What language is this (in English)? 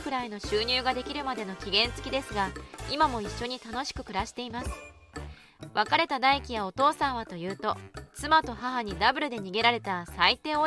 Japanese